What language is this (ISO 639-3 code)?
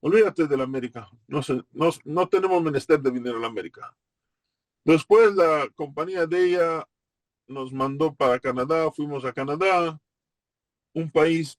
lad